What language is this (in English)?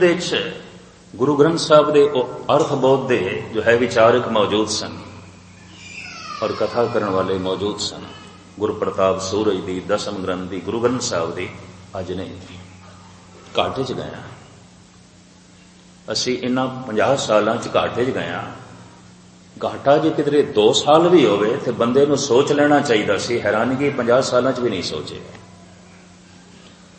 Punjabi